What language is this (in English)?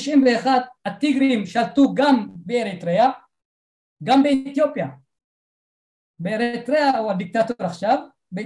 Hebrew